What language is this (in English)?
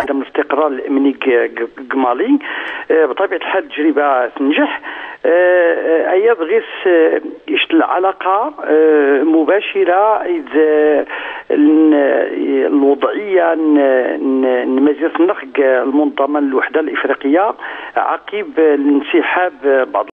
Moroccan Arabic